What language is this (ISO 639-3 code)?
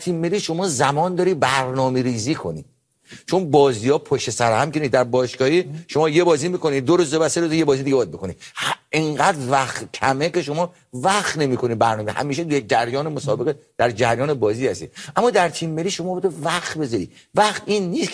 fas